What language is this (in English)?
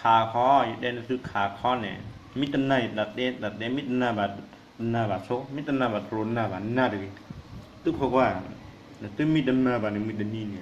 S'gaw Karen